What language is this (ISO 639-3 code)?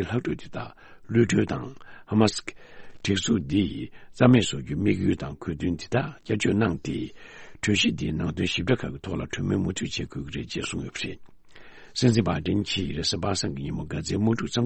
bod